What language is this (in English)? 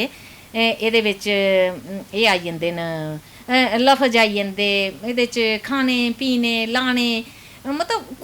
Dogri